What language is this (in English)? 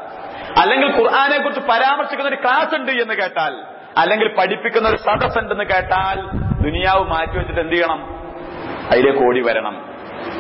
Malayalam